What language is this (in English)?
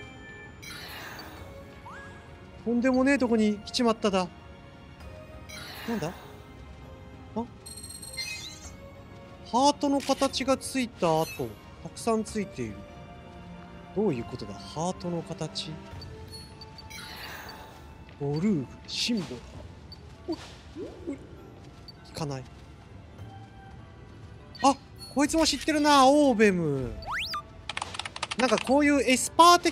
Japanese